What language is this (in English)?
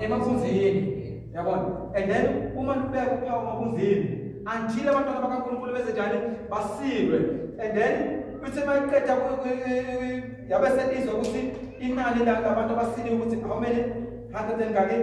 Zulu